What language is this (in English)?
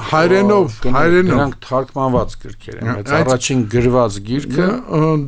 Armenian